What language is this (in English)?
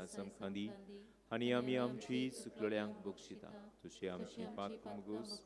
Konkani